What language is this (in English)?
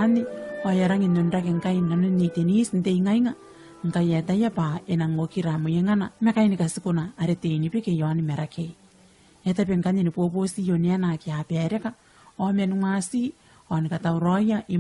Gilbertese